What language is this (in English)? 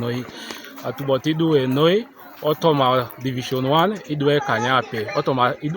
Teso